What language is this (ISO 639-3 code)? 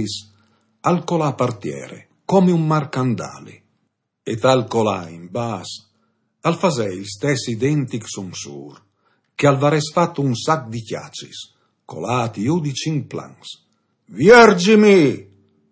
fur